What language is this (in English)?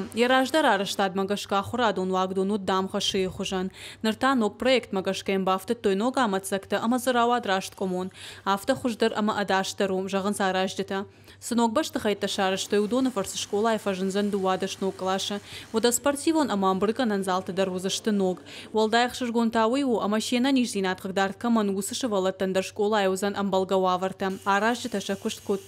Ossetic